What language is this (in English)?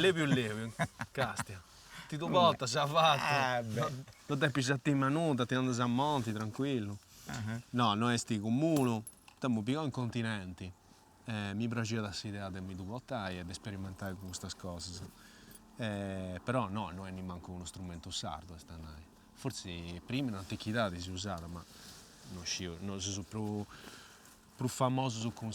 Sardinian